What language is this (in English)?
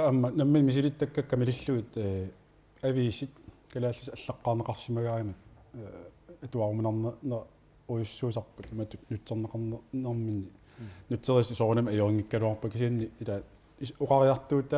Kalaallisut